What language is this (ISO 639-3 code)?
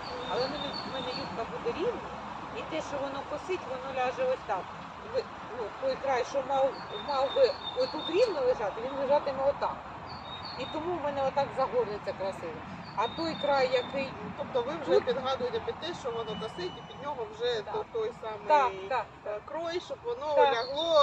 ukr